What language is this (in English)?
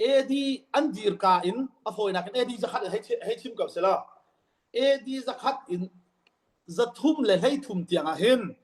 Hakha Chin